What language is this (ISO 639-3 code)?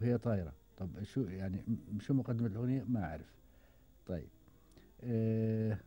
afb